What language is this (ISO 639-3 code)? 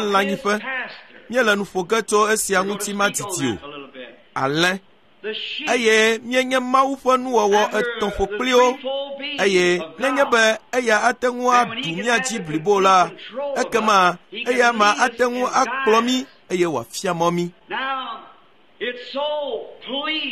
ewe